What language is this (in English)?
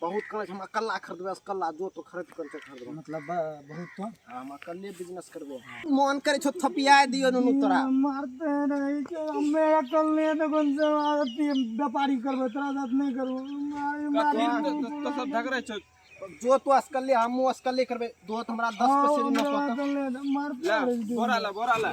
Maithili